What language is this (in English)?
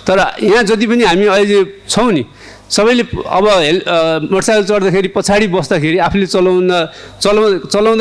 Nepali